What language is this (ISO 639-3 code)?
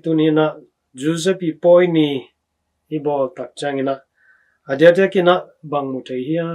ctd